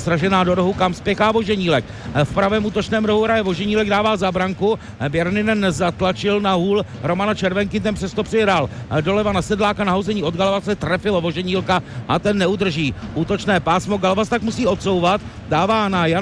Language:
Czech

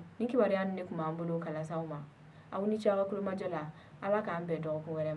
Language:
Bambara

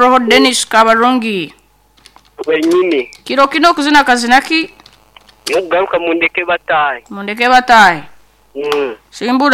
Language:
Nyoro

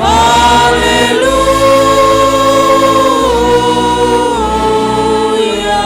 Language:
Batak Simalungun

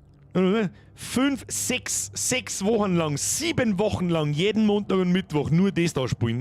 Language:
Bavarian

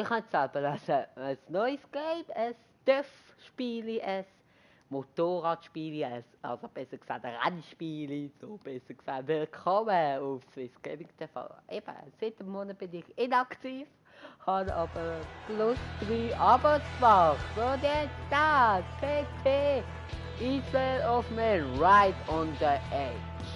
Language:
Swiss German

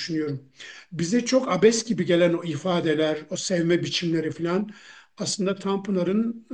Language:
Turkish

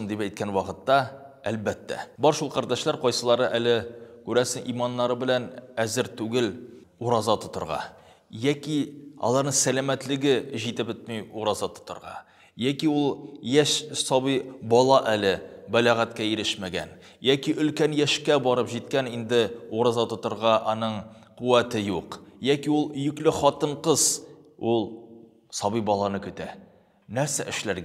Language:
Tatar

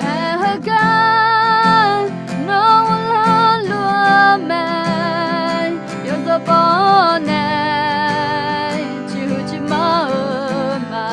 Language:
Akha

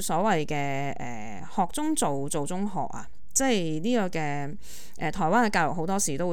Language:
Cantonese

